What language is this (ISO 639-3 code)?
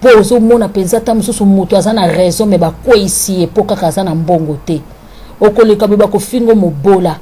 lin